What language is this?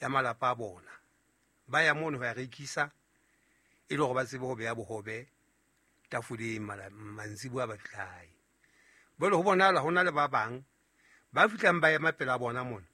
Southern Sotho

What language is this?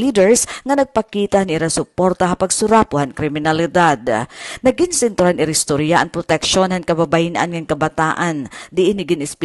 Waray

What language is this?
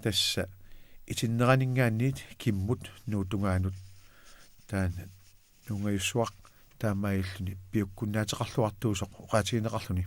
Kalaallisut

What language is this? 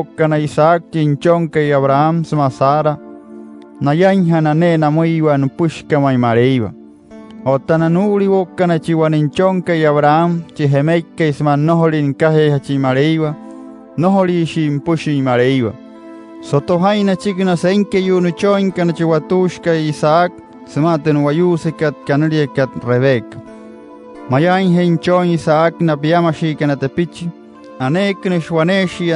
Wayuu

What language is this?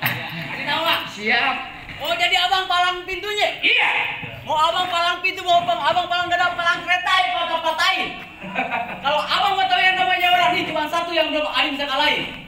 Betawi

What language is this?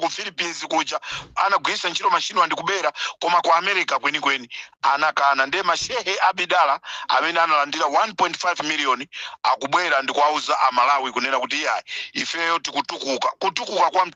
Nyanja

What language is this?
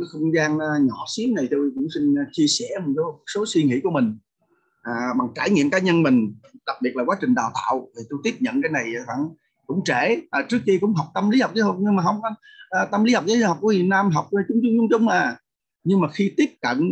Vietnamese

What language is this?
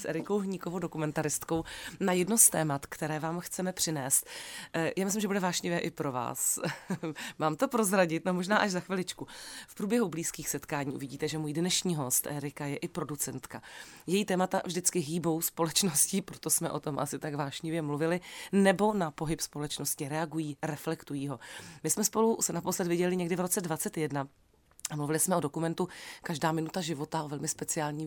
Czech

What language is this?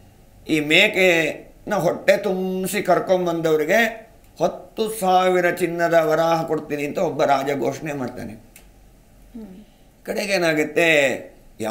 Kannada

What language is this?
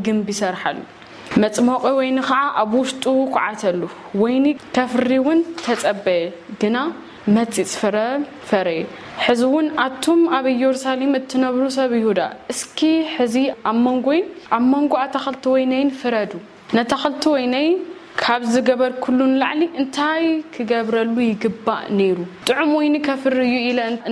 Tigrinya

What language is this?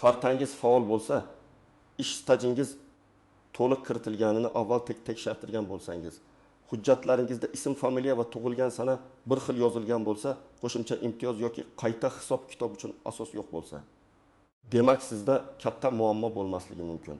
Uzbek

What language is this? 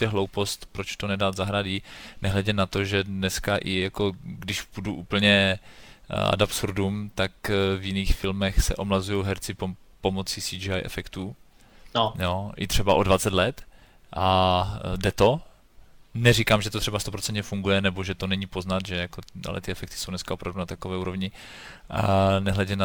Czech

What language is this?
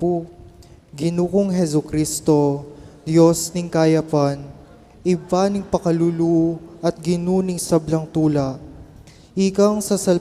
Pampanga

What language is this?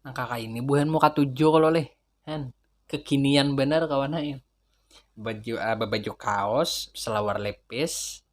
Banjar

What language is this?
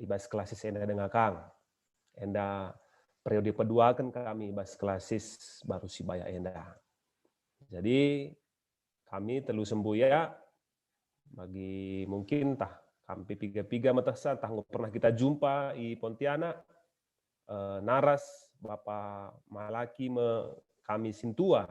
Batak Karo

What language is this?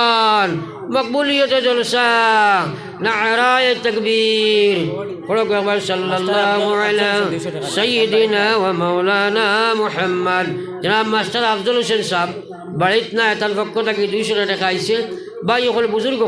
Sylheti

